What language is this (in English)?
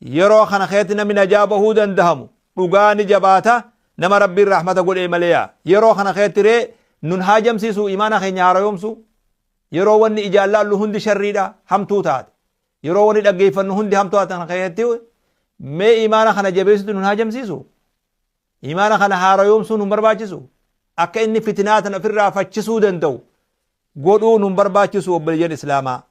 Oromo